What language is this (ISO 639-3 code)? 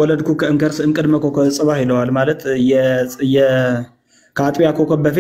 amh